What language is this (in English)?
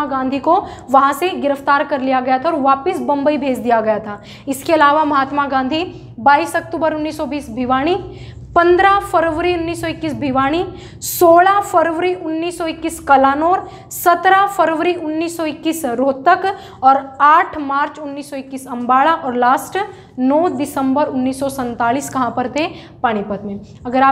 Hindi